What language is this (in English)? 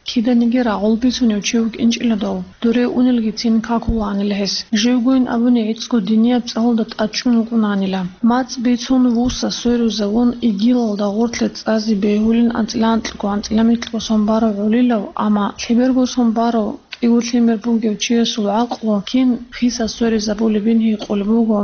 Avaric